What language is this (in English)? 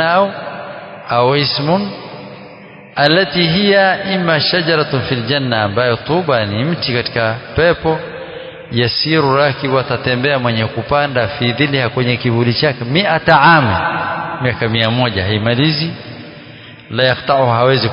Swahili